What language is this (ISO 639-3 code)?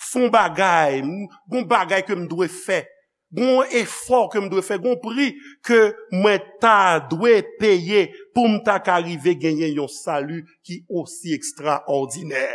hat